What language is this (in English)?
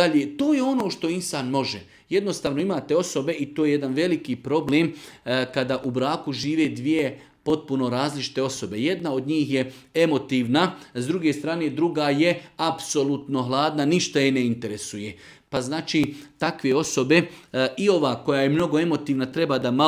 Serbian